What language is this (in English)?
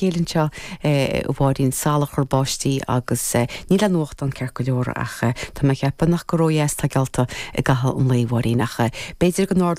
Irish